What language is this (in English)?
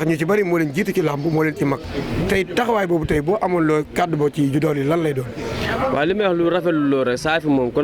Wolof